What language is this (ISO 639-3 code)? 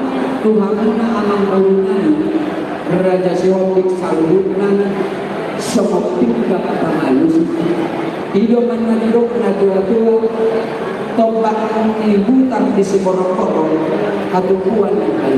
bbc